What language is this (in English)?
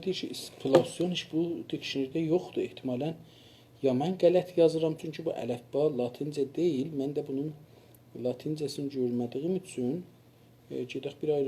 South Azerbaijani